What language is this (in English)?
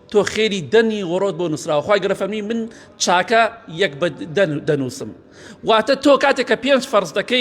Central Kurdish